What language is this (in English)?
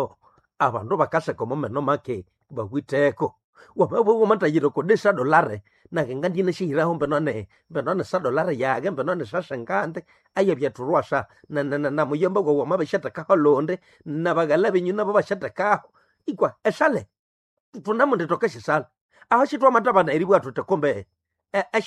Nande